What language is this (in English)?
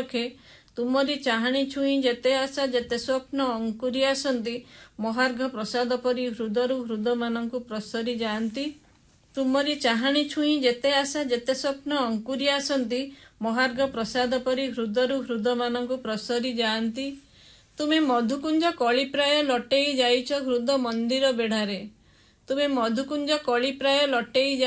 Odia